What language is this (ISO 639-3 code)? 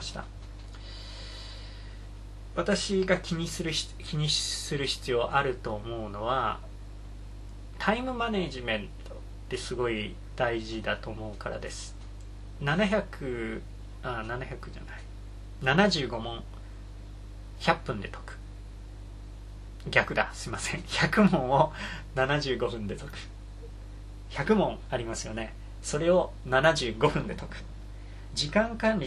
jpn